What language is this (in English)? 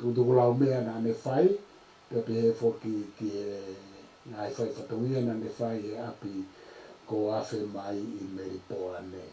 Tongan